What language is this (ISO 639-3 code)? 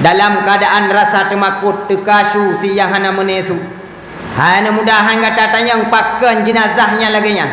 ace